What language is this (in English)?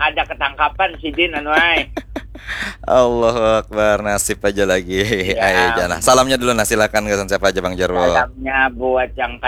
Banjar